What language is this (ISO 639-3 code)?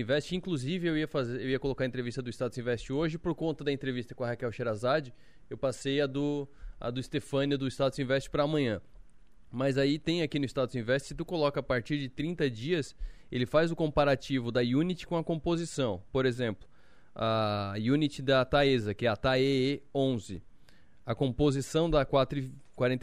por